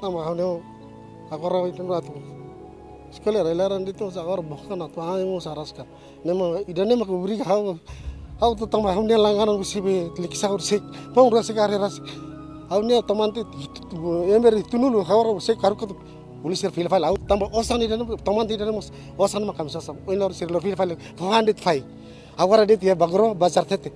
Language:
Tetum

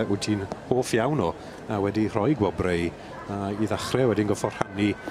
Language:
Welsh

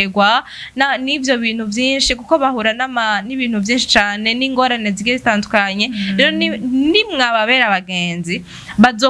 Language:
Rundi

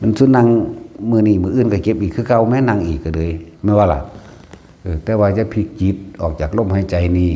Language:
Northeastern Thai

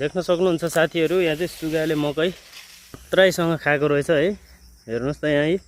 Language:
Nepali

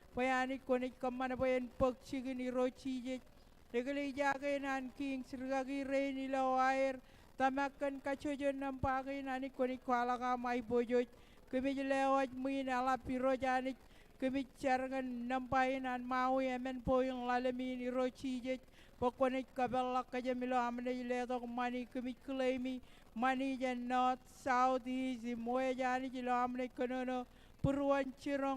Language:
Marshallese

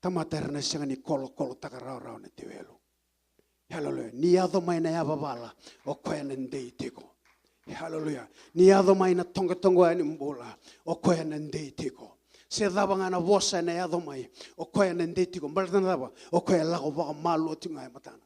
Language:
Fijian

